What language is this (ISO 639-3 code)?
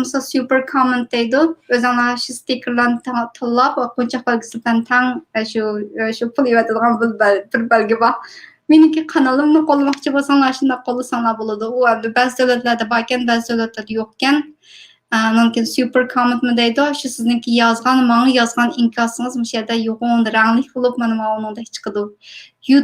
uig